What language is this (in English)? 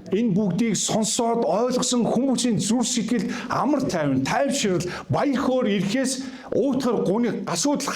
Mongolian